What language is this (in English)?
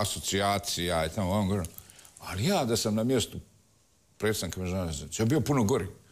Croatian